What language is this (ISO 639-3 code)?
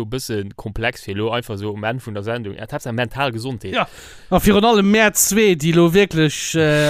ltz